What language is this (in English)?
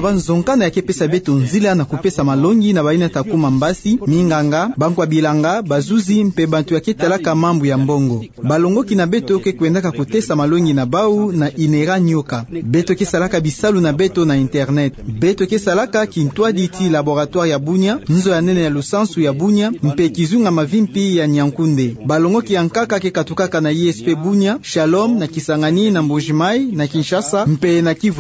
Kituba (Democratic Republic of Congo)